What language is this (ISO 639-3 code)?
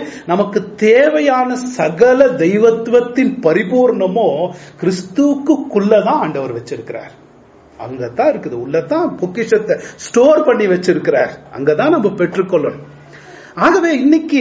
tam